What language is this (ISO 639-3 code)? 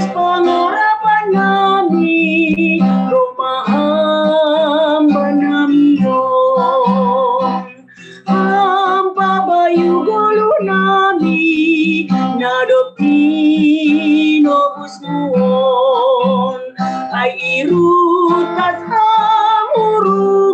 bts